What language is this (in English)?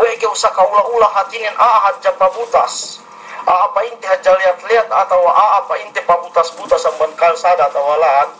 Yakan